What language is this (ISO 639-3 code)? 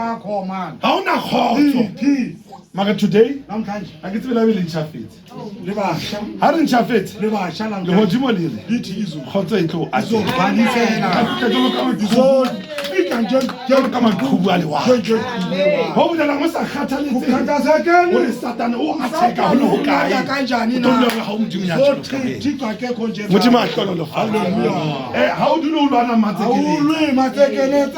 sot